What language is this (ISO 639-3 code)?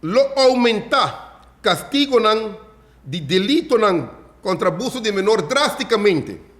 pap